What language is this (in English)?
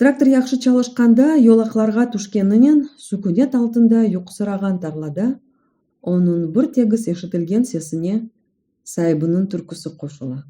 Crimean Tatar